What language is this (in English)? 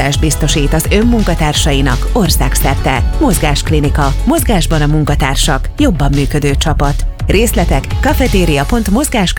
Hungarian